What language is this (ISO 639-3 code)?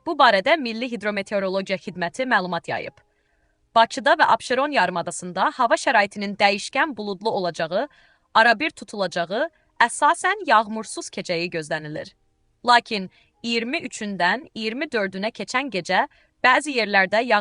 aze